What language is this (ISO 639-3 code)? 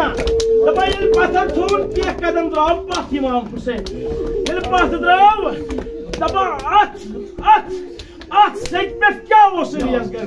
kas